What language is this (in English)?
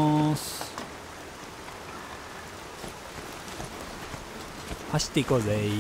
Japanese